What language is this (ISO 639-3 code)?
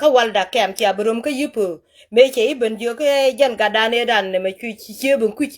nus